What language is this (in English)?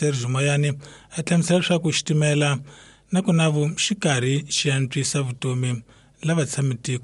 Tsonga